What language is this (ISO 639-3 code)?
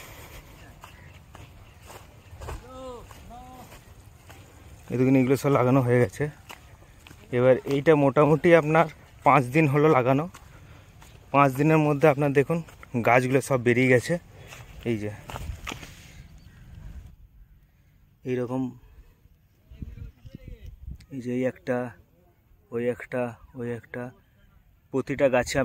ben